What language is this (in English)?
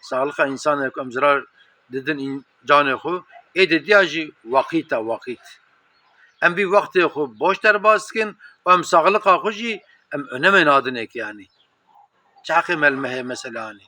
Kurdish